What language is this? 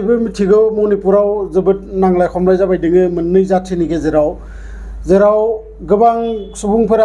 Bodo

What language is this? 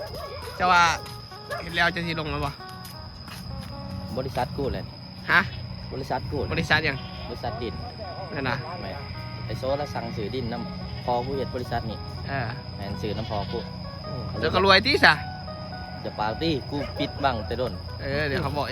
Northeastern Thai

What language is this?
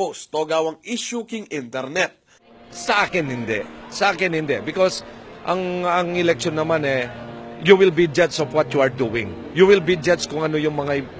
Pampanga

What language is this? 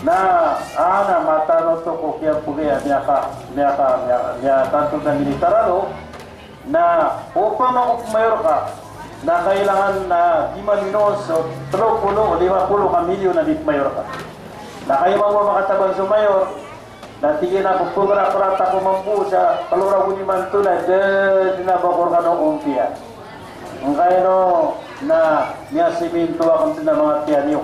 Maranao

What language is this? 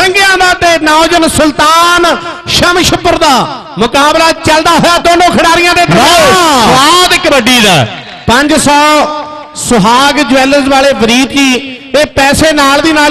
Punjabi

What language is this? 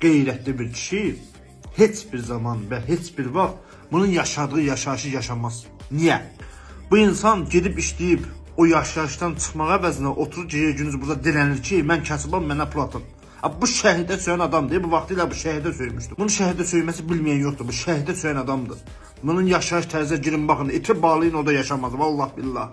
Azerbaijani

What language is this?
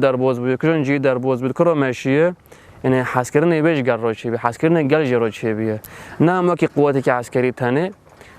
Kurdish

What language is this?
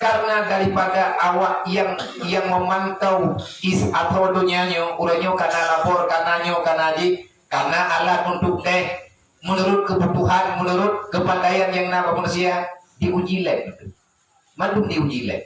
Achinese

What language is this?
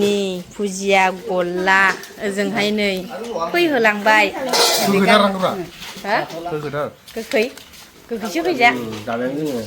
Bodo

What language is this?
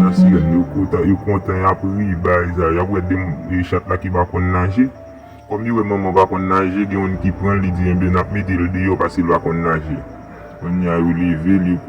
Haitian Creole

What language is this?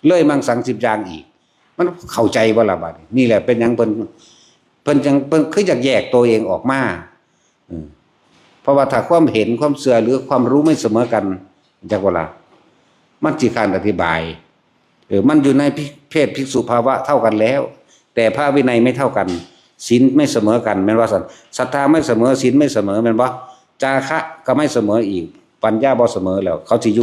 Northeastern Thai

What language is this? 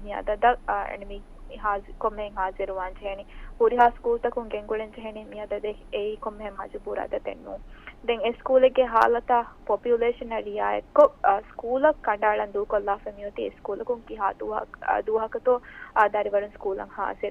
Divehi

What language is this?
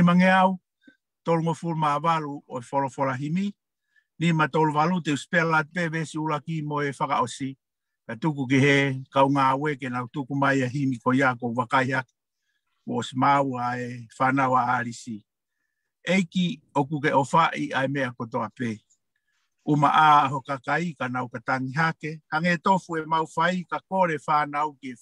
Tongan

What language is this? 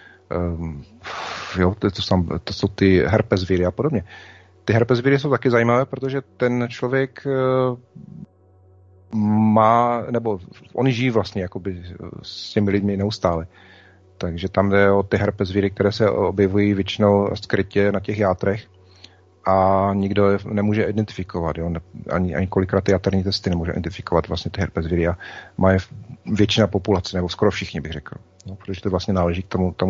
Czech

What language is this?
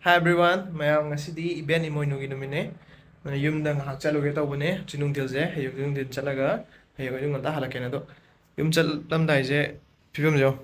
Manipuri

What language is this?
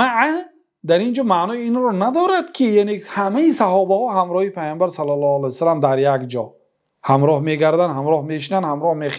Persian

